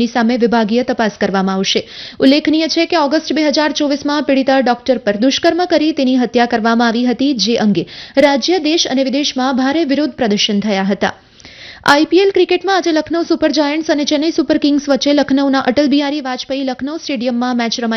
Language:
Gujarati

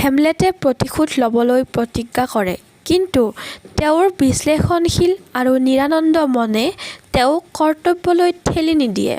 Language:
Assamese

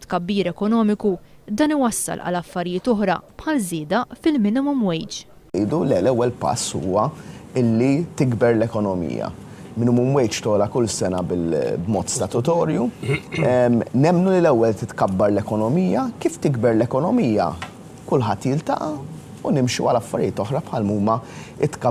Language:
Maltese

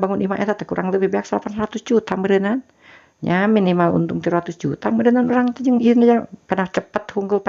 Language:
Sundanese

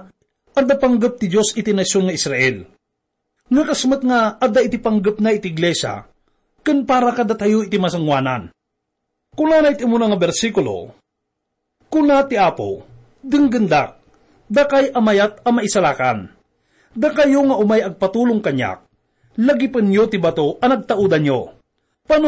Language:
Iloko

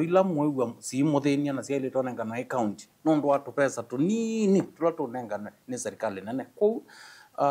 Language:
Kamba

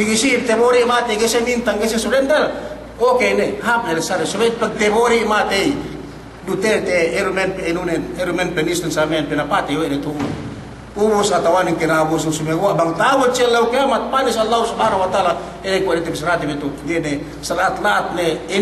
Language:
Yakan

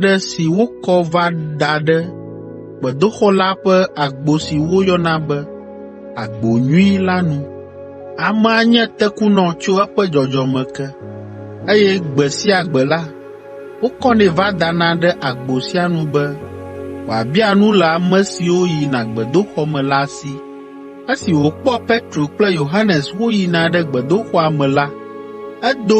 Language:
Ewe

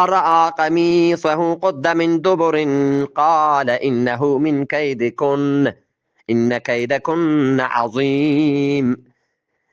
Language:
Eastern Balochi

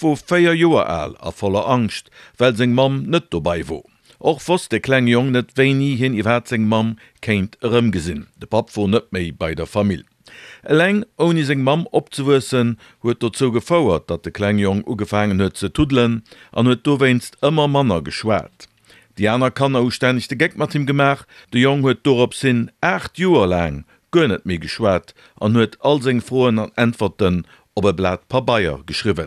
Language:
Luxembourgish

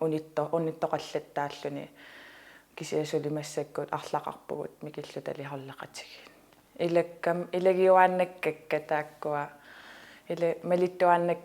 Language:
Kalaallisut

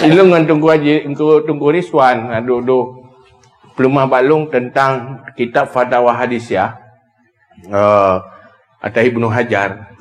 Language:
Achinese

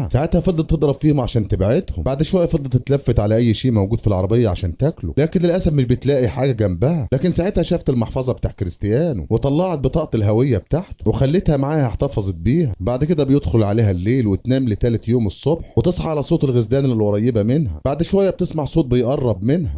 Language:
Egyptian Arabic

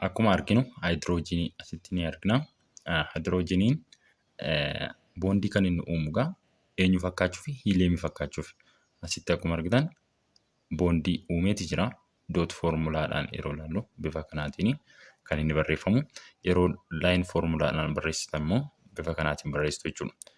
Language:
Oromo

